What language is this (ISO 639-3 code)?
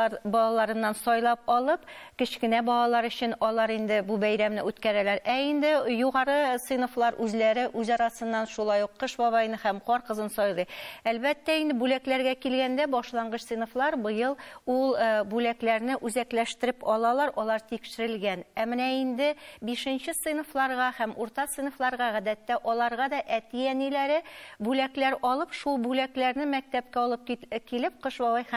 tat